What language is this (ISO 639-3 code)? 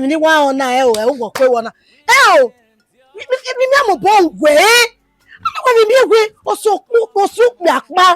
bin